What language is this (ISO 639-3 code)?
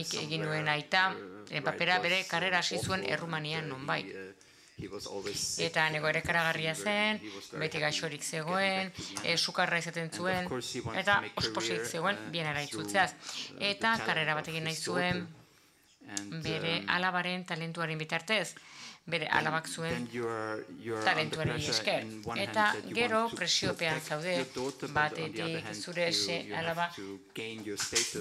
eus